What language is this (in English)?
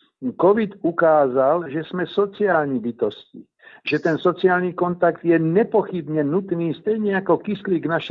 Czech